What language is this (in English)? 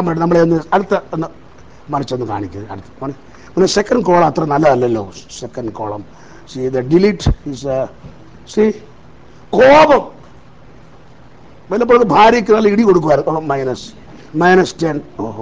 Malayalam